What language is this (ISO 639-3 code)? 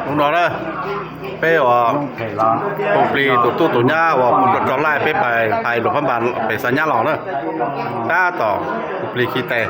hmn